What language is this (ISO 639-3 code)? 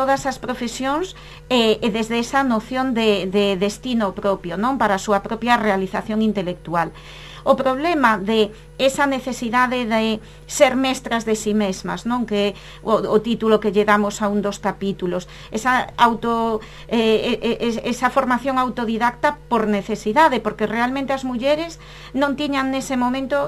glg